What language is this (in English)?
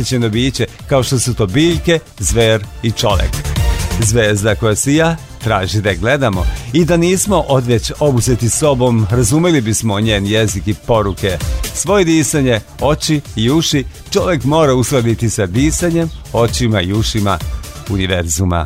Serbian